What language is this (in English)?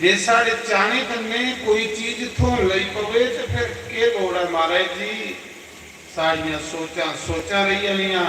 Dogri